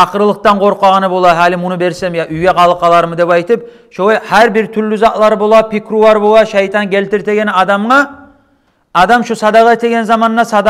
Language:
Kumyk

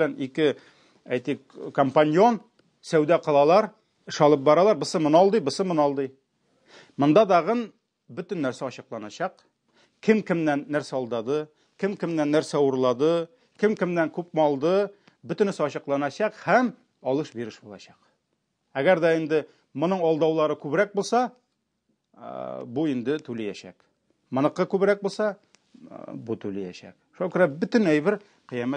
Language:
Tatar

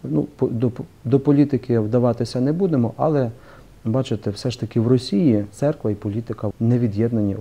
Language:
Ukrainian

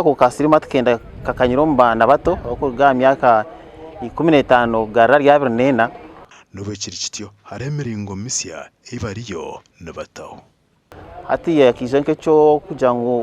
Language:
Nyankole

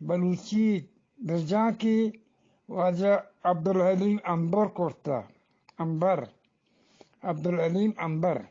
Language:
Eastern Balochi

